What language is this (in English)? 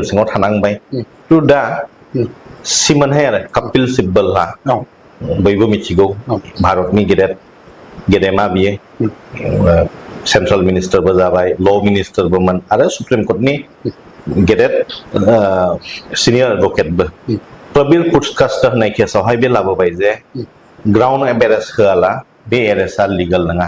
Bodo